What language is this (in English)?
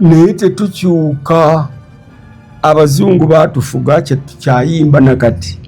Ganda